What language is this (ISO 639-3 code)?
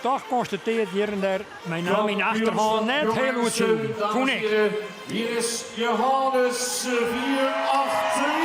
fry